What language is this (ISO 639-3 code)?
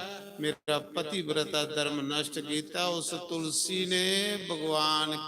doi